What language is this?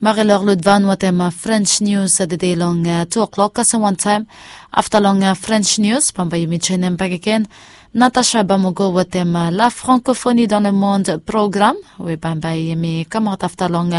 Bislama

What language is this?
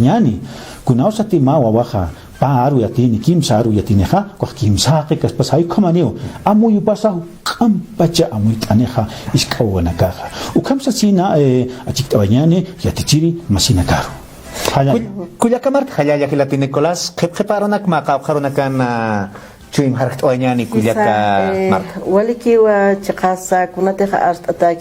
Aymara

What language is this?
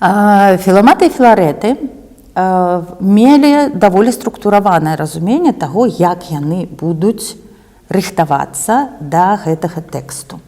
Belarusian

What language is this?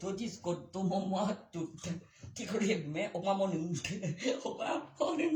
Northeastern Thai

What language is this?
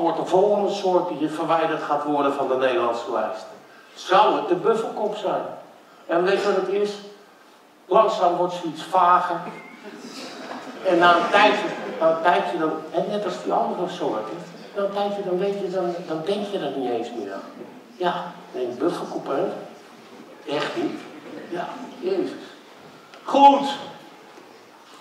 Dutch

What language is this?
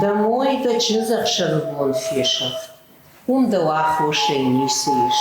Ossetic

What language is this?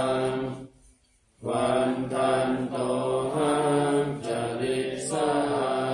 Pali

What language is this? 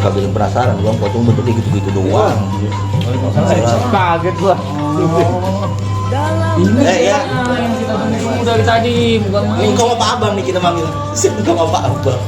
Betawi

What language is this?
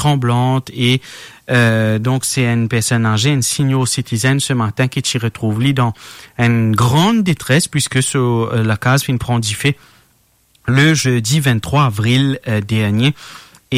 Morisyen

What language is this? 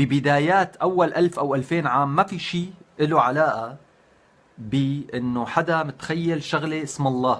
North Levantine Arabic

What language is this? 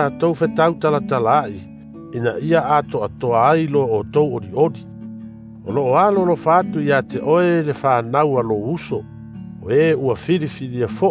Samoan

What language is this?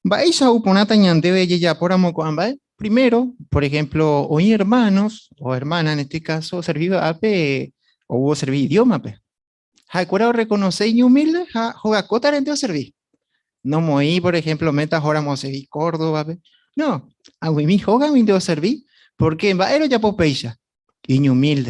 Guarani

